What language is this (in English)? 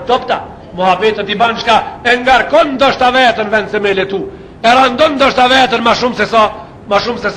Albanian